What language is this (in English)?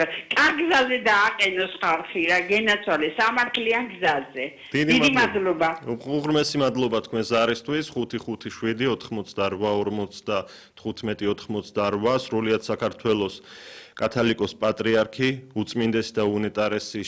Georgian